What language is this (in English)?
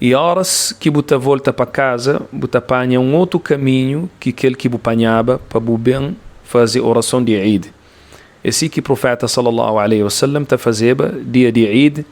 Kabuverdianu